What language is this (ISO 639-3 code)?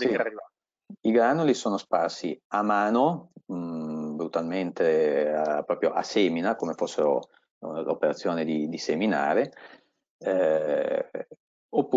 ita